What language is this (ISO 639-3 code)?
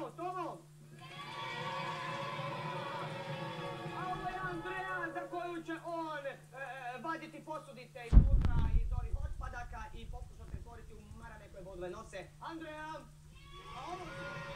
hrv